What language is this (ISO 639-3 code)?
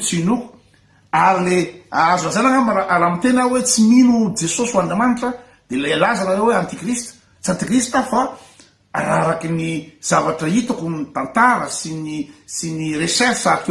mlg